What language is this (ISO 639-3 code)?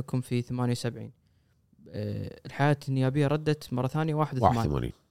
afb